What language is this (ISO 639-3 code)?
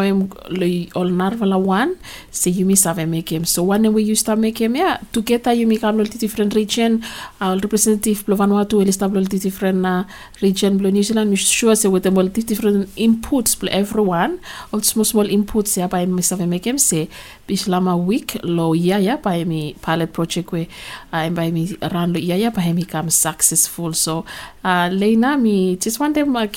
bis